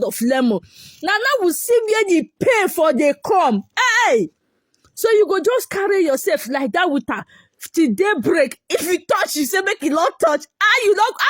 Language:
Nigerian Pidgin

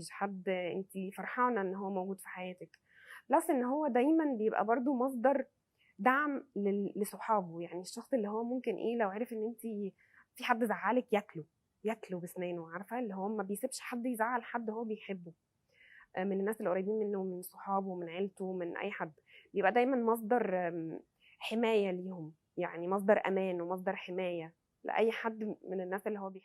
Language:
Egyptian Arabic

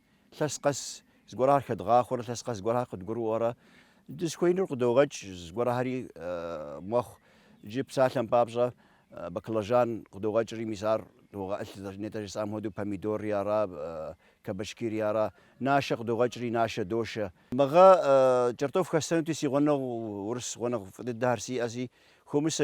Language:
Kabardian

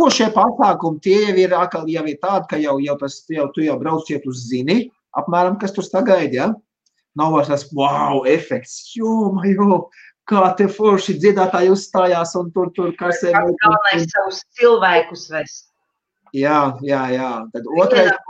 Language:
Latvian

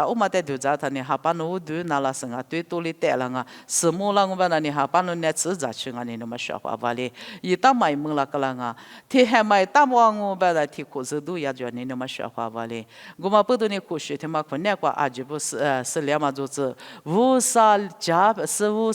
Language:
Lisu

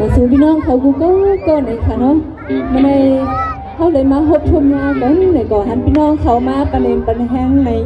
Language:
Shan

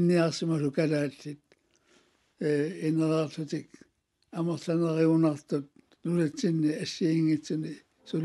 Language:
Kalaallisut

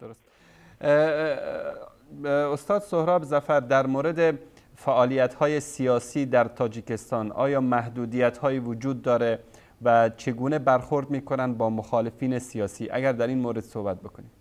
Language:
Tajik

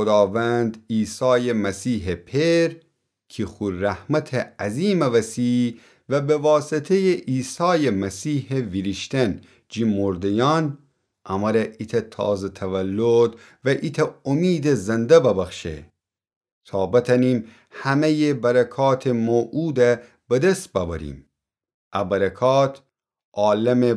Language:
Gilaki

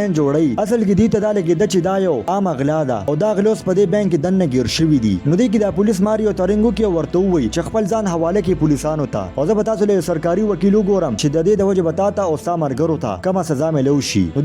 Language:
Pashto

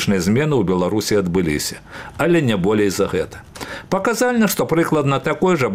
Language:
Belarusian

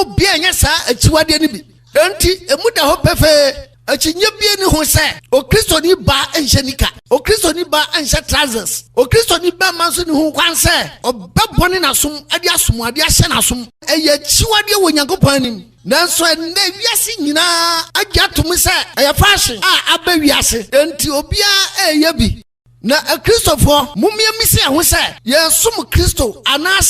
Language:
Akan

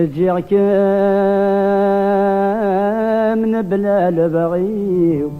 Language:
Kabyle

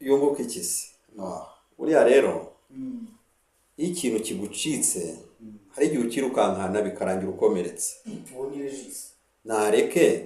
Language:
Kinyarwanda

